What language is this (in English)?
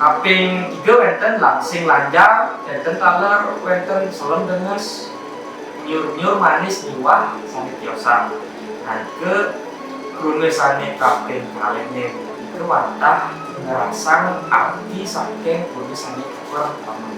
Balinese